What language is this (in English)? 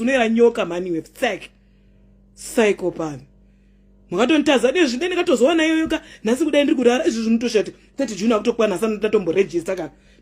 Shona